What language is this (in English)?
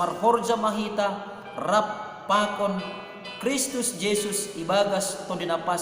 Batak Simalungun